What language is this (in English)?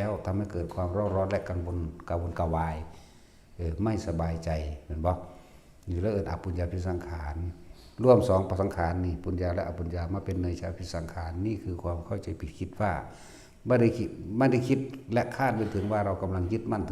Northeastern Thai